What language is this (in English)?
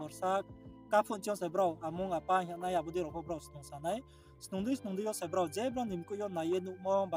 Riang (India)